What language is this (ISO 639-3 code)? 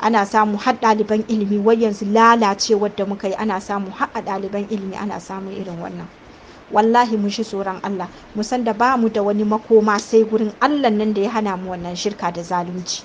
hau